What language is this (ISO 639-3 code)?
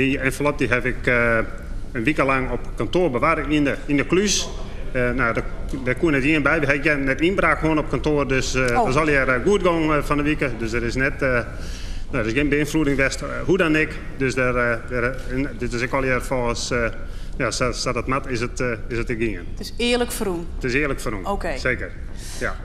fry